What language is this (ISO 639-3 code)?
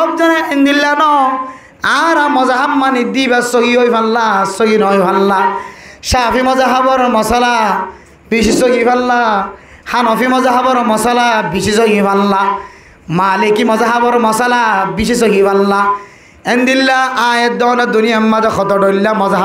rhg